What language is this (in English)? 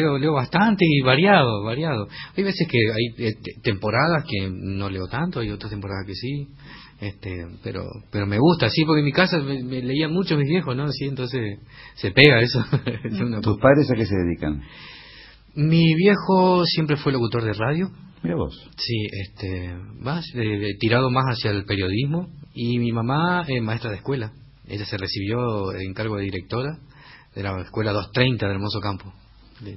Spanish